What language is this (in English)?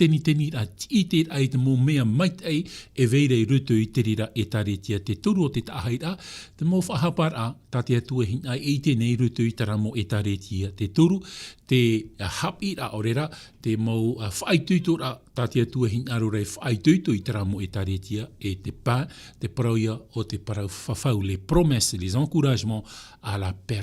Tahitian